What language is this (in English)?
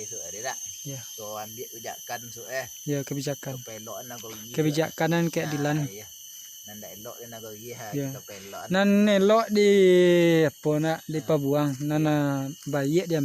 Minangkabau